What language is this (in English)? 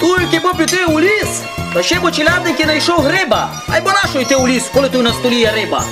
Rusyn